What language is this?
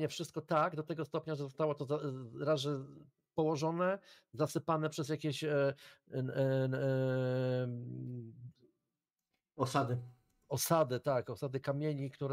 Polish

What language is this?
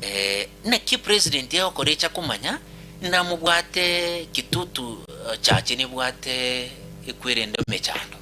Gusii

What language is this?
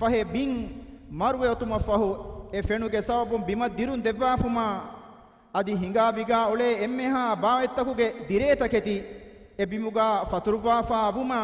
Divehi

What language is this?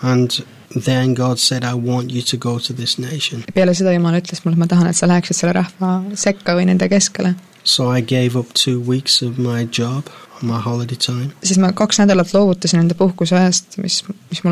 Estonian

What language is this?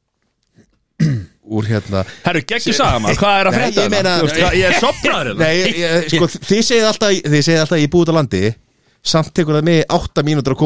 Icelandic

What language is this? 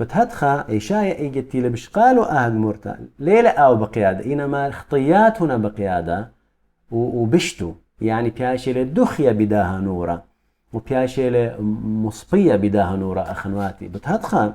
Assyrian Neo-Aramaic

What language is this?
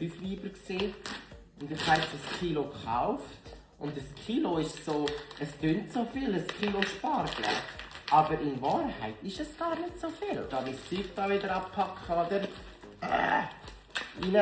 Swiss German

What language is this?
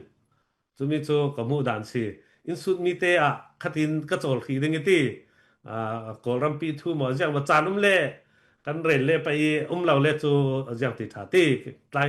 Falam Chin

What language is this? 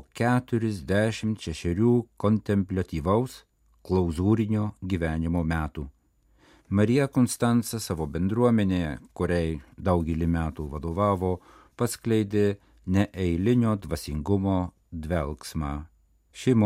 Lithuanian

